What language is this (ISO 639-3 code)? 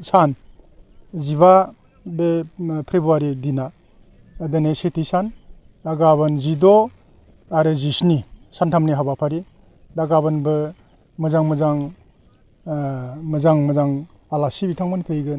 brx